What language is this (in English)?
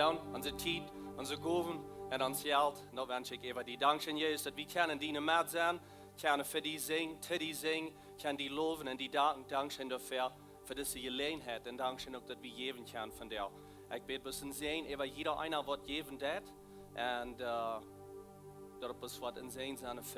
Plautdietsch